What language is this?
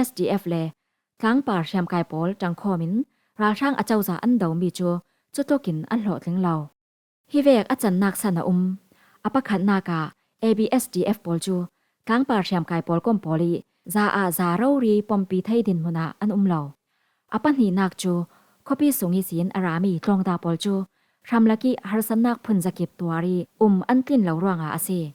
Falam Chin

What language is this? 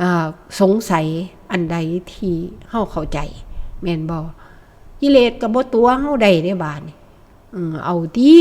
Northeastern Thai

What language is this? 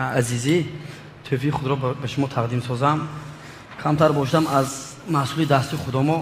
Tajik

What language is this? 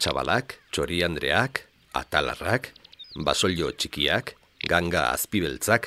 Basque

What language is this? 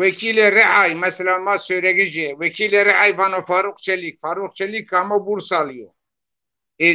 Zaza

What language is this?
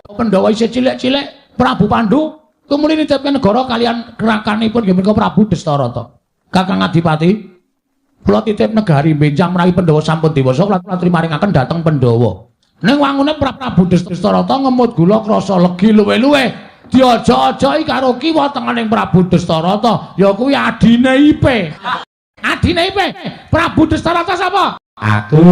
Javanese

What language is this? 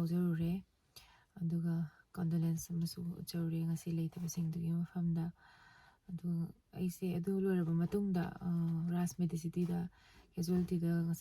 Manipuri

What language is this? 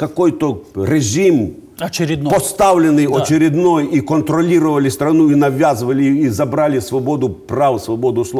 Russian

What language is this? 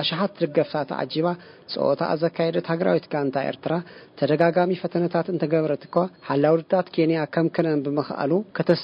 Tigrinya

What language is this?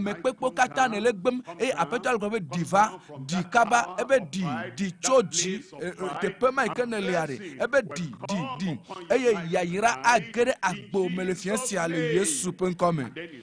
Ewe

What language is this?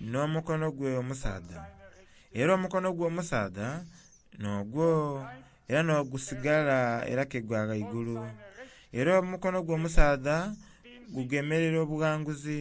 Soga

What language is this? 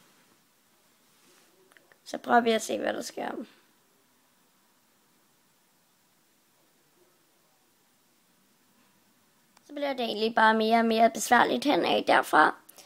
Danish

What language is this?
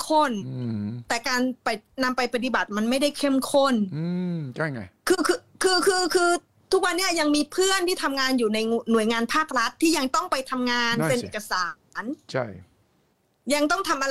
Thai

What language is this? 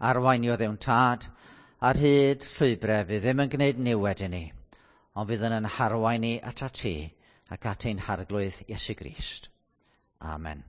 Welsh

